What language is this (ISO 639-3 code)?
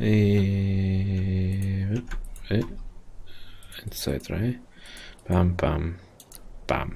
bar